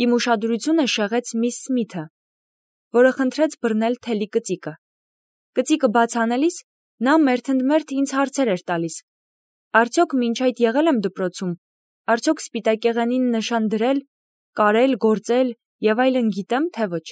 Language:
Armenian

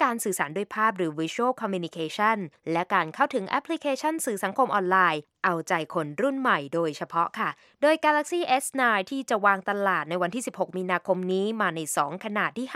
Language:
Thai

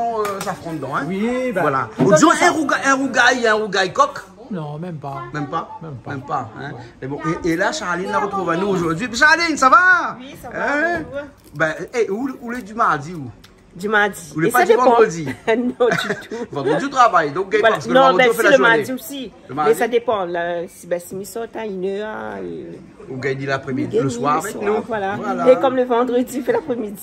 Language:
Réunion Creole French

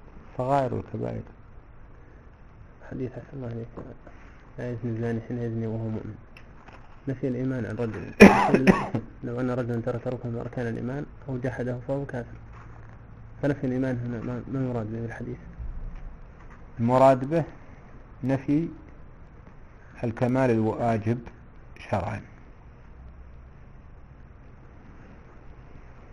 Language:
Arabic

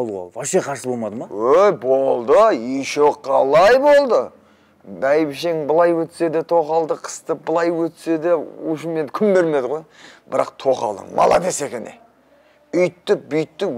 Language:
Kazakh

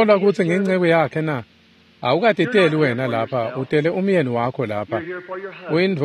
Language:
Swati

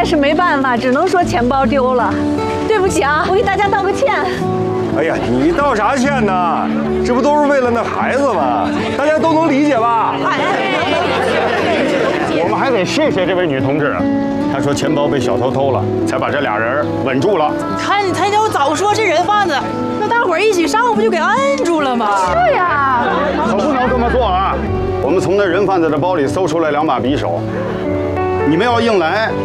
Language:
Chinese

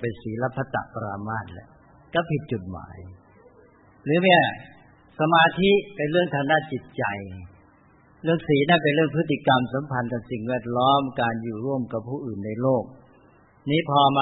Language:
Thai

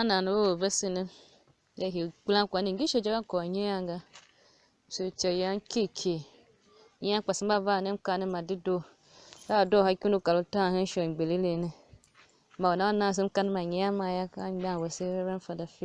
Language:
Tiv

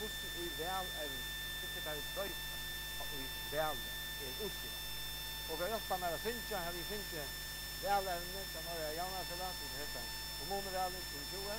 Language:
Faroese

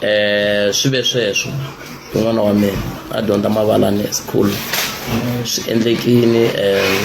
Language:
Tsonga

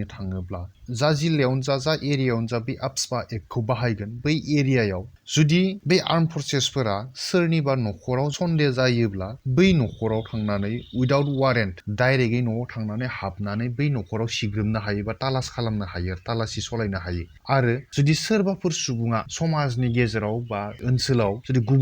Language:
Bodo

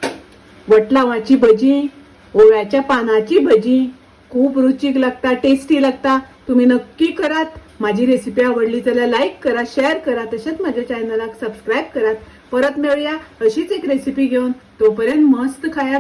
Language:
Konkani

